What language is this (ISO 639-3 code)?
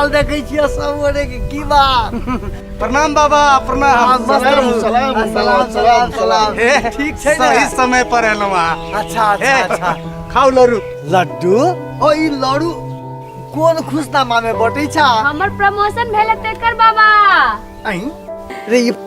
mai